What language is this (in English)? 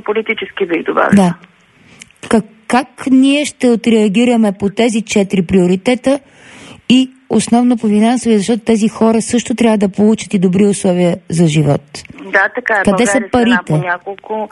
Bulgarian